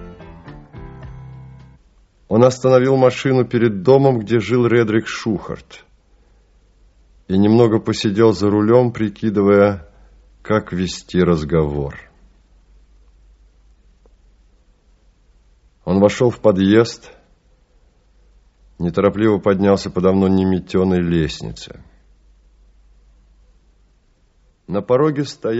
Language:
Russian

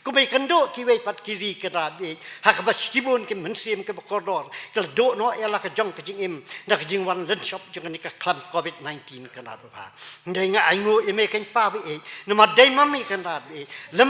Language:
Khasi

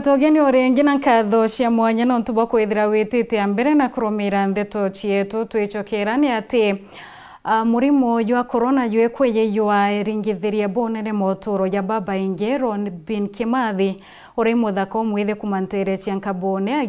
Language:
Meru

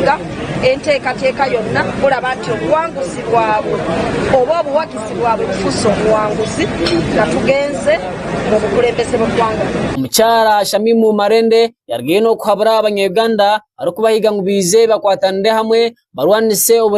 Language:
Nyankole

